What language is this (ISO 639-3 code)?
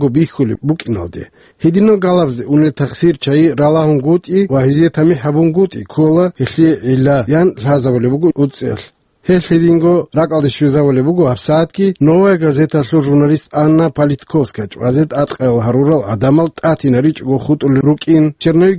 ava